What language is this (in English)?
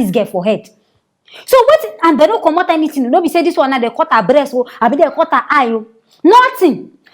Nigerian Pidgin